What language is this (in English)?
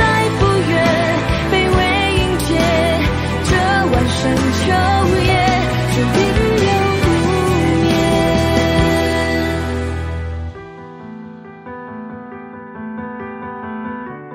Chinese